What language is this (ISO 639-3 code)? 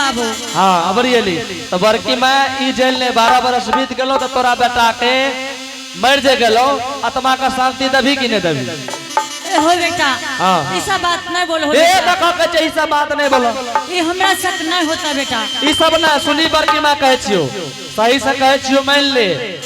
anp